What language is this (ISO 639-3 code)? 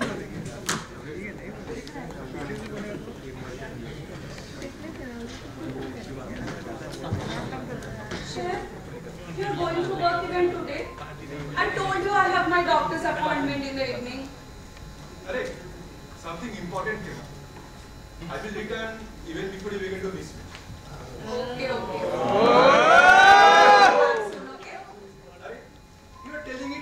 eng